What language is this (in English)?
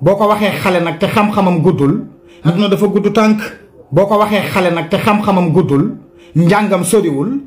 Wolof